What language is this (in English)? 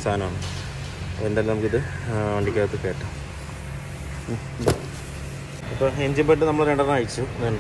Malayalam